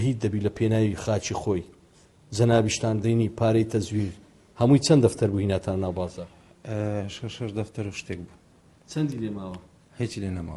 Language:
Central Kurdish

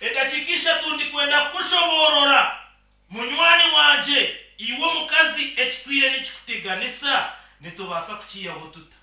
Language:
Nyankole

